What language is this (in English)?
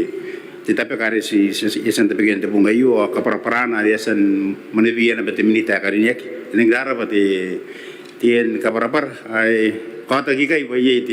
Gilbertese